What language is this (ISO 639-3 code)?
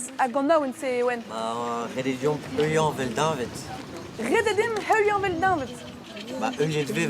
bre